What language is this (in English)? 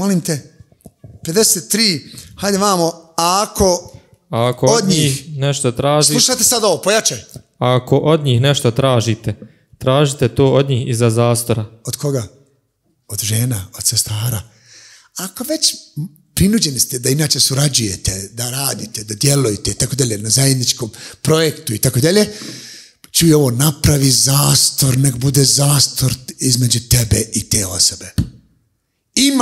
Bosnian